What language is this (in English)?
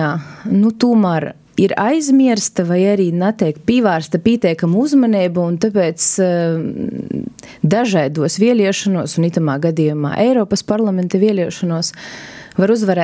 Latvian